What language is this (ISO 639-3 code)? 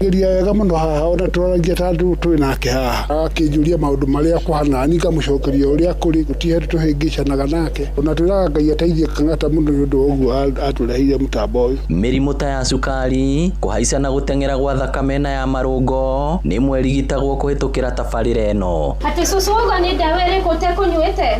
kik